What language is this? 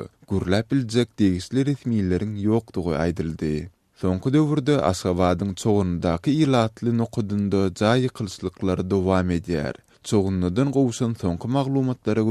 Turkmen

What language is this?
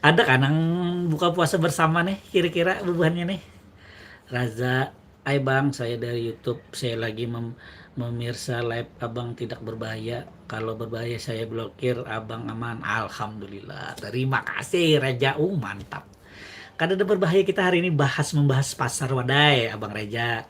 Banjar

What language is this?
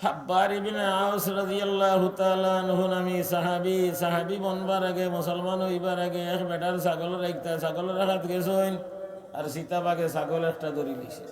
Sylheti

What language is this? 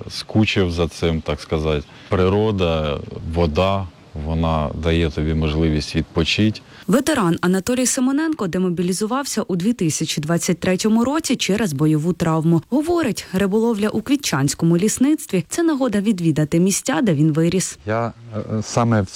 Ukrainian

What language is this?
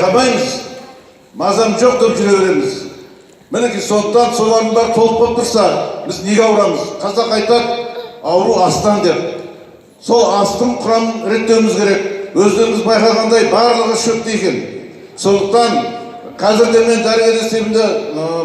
Kazakh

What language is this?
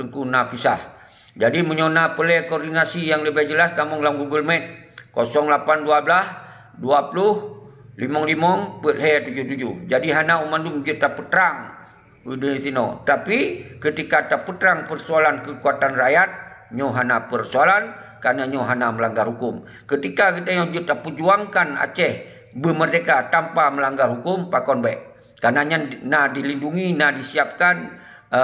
Achinese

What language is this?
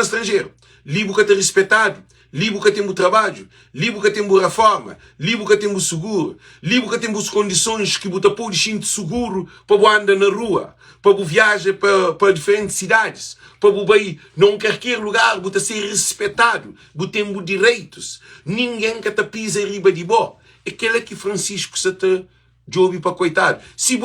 Kabuverdianu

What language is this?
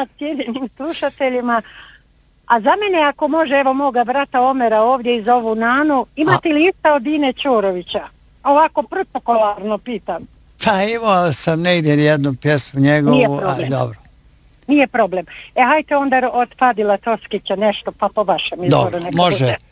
Bosnian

